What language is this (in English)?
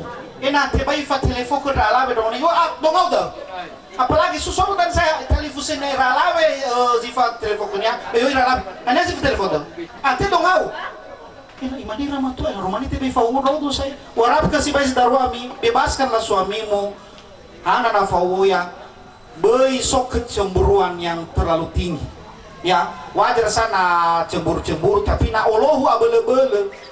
Nias